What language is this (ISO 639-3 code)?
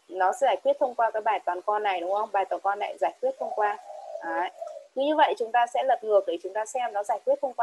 vie